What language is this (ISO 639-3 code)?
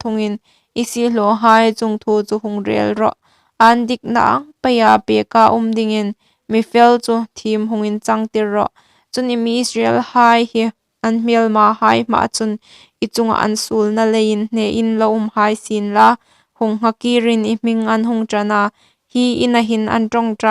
hmr